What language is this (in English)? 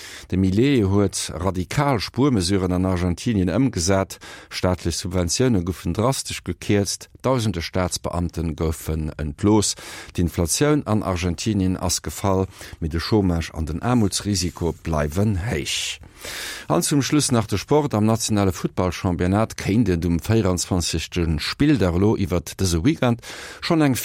Luxembourgish